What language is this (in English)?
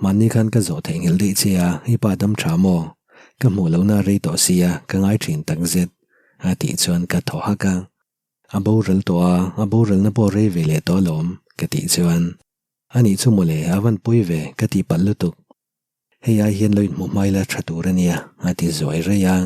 Mizo